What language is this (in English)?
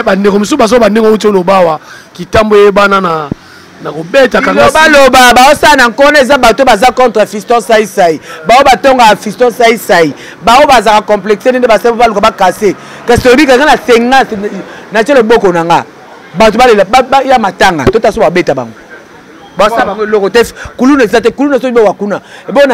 Lingala